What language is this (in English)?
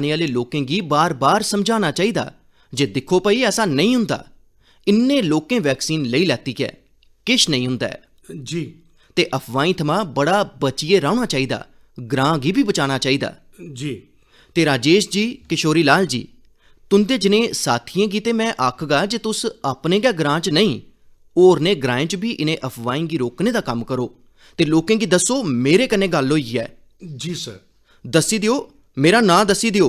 Dogri